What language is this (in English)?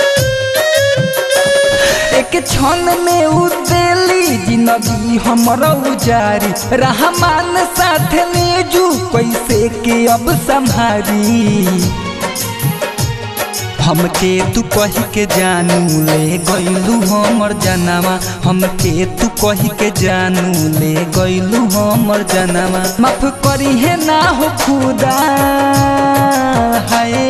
Bhojpuri